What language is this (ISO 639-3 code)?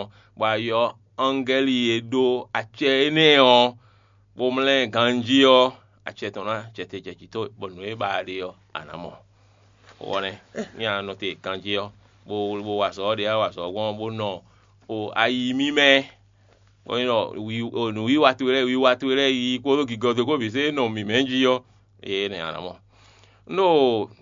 fon